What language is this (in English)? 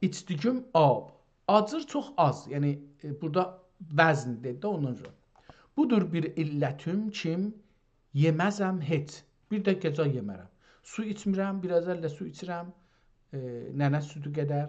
South Azerbaijani